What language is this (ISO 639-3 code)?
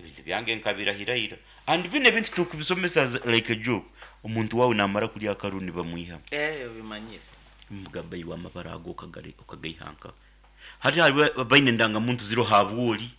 nyn